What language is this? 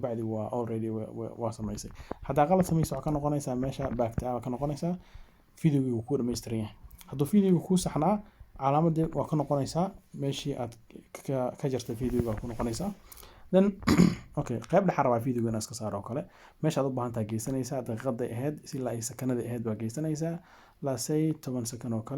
Somali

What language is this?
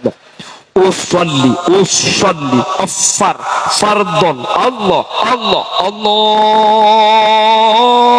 Madurese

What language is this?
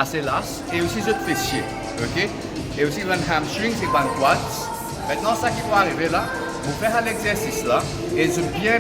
Morisyen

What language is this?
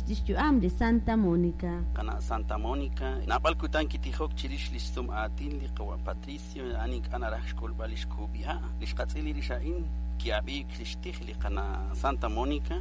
Kekchí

